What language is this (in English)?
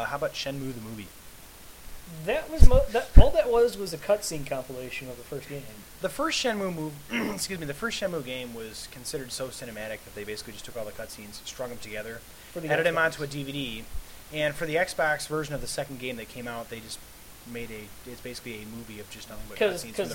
English